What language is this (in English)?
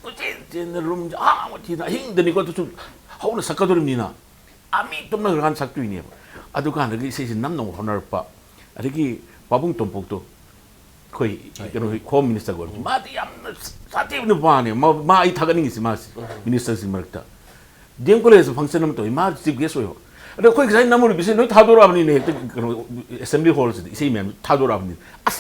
Manipuri